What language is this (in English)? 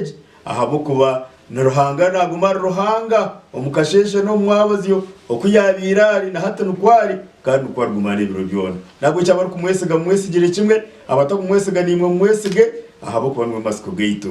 Nyankole